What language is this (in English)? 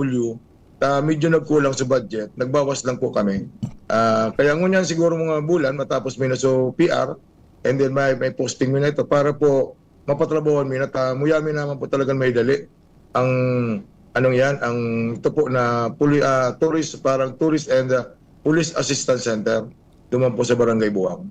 Bikol